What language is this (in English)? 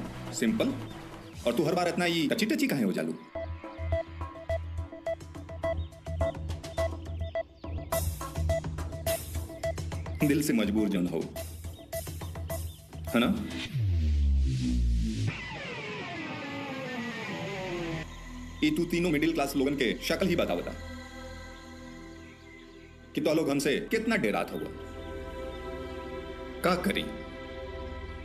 Bhojpuri